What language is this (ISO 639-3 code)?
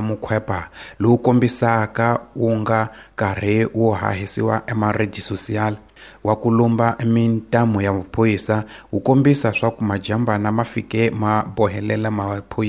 tso